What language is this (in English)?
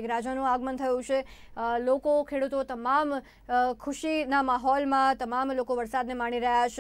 Gujarati